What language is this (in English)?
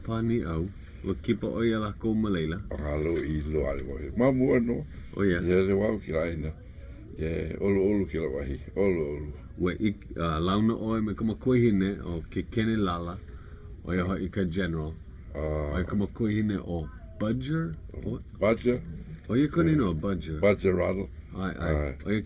Hawaiian